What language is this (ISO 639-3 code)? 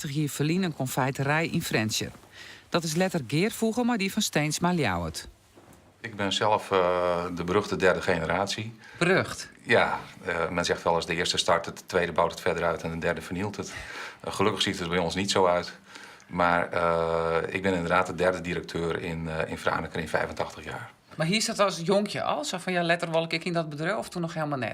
fry